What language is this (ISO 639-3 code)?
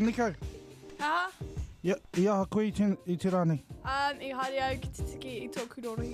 mri